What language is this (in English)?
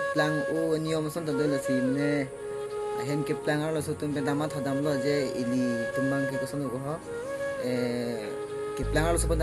Karbi